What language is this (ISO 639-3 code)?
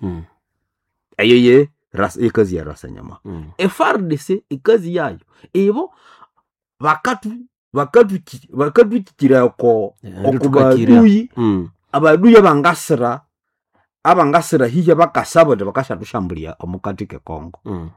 nnb